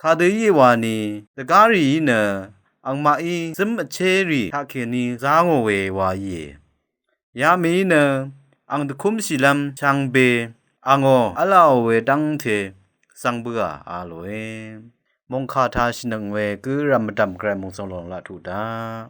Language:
Rawang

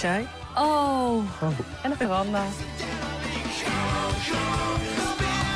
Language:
Dutch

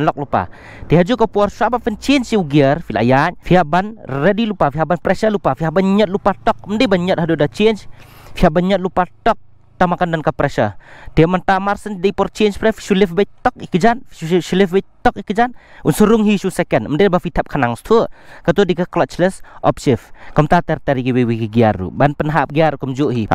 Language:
Khasi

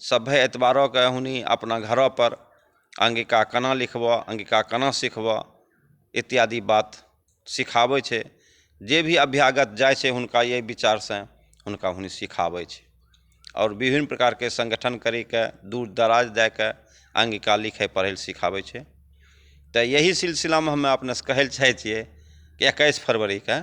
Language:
Angika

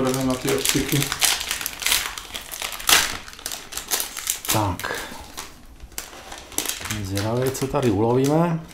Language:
Czech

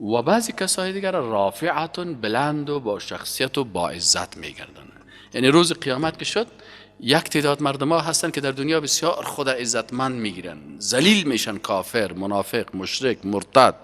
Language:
Persian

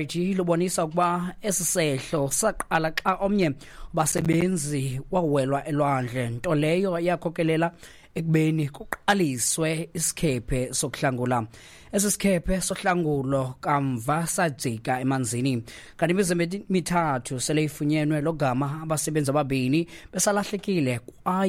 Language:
Xhosa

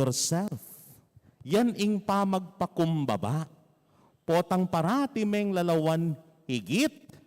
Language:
Pampanga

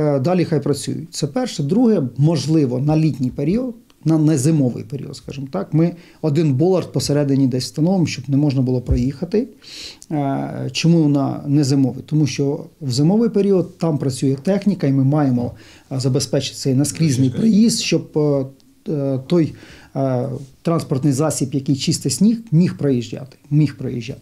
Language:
Ukrainian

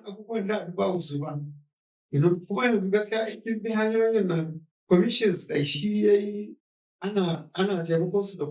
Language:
Hausa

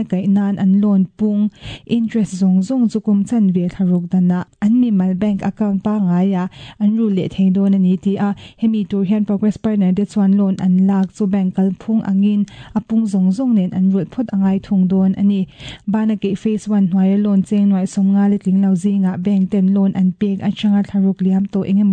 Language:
Mizo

